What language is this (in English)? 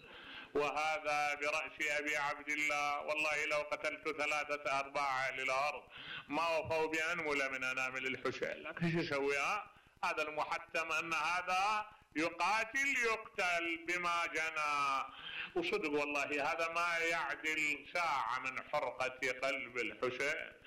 Mesopotamian Arabic